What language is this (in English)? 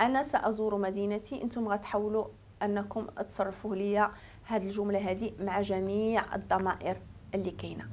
Moroccan Arabic